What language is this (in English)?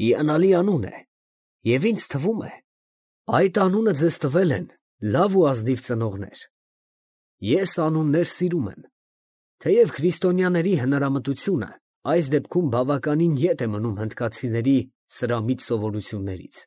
Armenian